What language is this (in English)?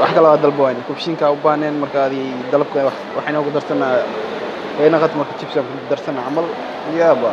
Somali